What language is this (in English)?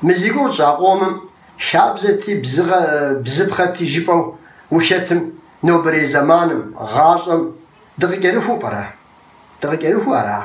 Kabardian